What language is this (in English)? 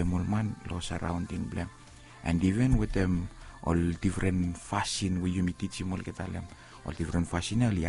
Bislama